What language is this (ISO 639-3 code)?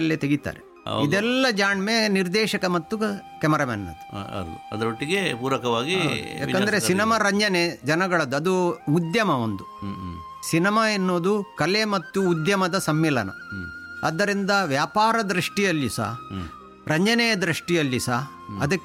kan